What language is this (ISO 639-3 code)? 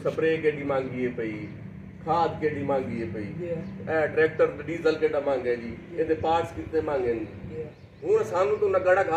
skr